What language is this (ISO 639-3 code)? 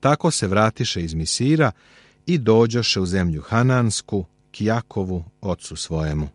srp